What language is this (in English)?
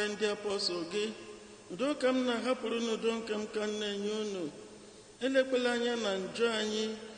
Igbo